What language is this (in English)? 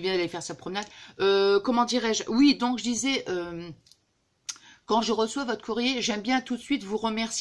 French